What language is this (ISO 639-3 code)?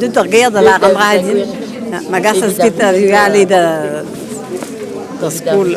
bre